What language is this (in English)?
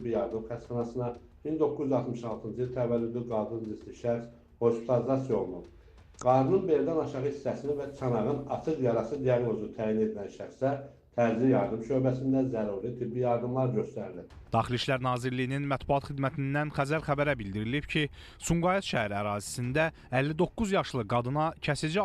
Azerbaijani